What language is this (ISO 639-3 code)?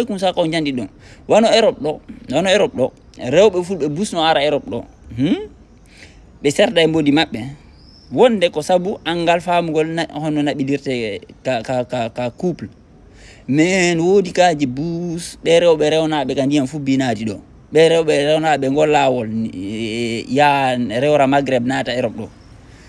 ful